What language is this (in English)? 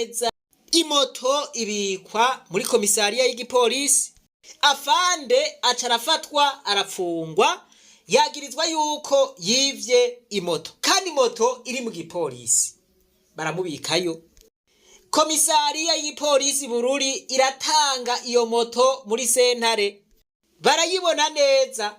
Rundi